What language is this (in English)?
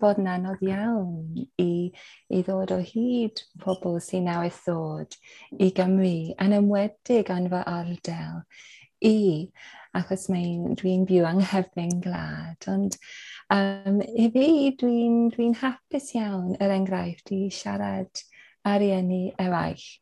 Welsh